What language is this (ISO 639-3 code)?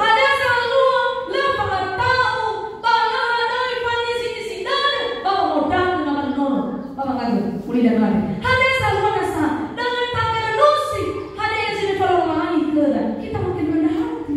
nia